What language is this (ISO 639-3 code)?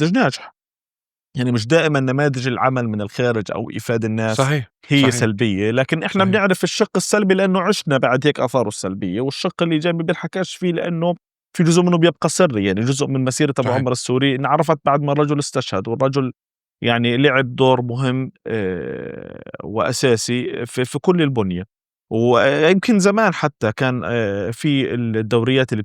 apc